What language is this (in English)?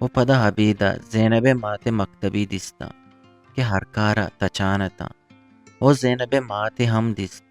Eastern Balochi